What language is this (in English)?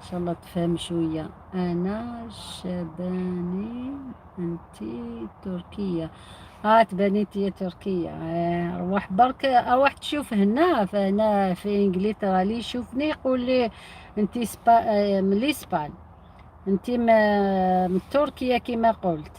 Algerian Arabic